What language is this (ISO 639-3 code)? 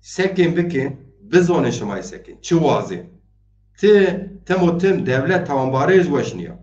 zza